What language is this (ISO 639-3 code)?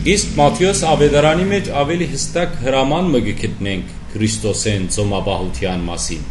hyw